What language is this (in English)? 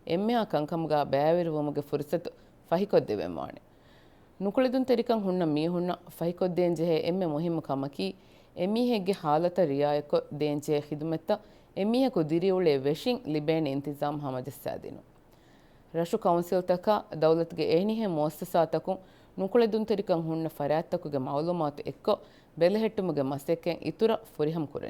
Divehi